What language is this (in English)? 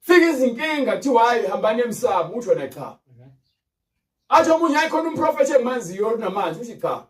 Zulu